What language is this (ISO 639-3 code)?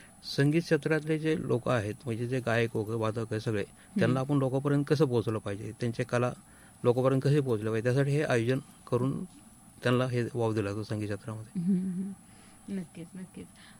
mar